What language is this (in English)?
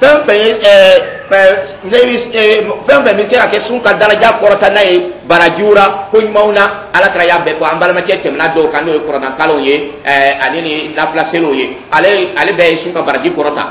Dyula